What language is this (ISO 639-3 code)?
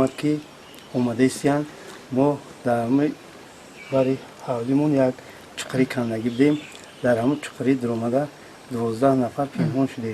tgk